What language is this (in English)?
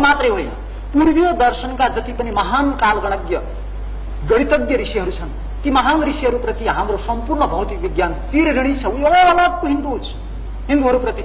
Nepali